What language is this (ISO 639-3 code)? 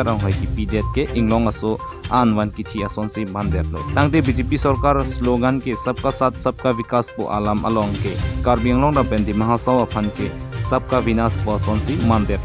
mjw